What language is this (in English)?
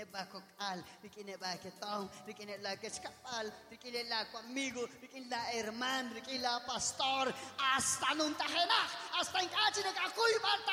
Kekchí